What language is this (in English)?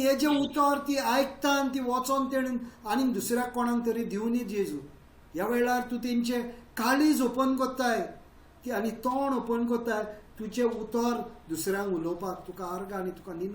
Konkani